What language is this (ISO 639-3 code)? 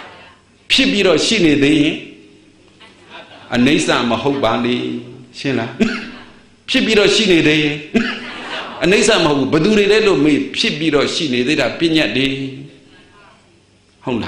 mya